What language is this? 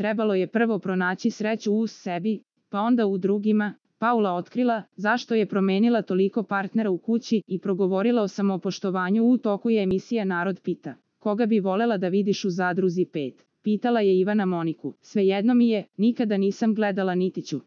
Serbian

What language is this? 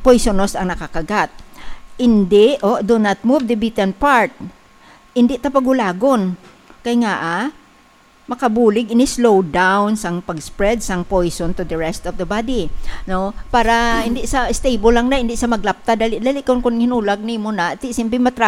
Hiligaynon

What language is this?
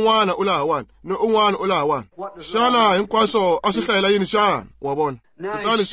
Tsonga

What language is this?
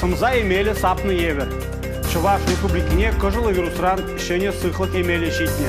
Chuvash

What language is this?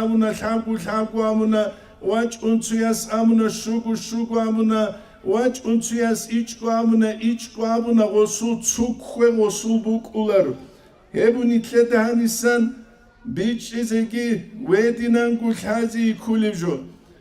Avaric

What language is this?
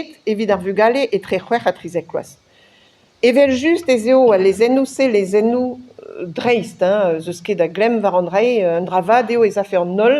Breton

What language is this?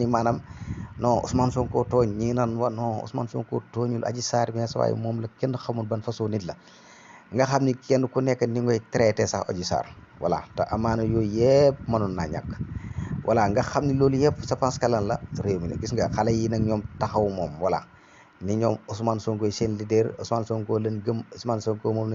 Wolof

